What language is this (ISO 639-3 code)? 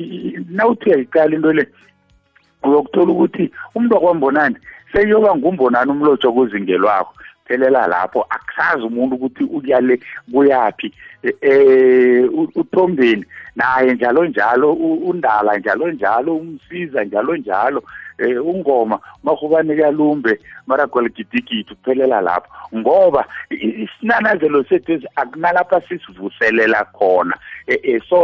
nbl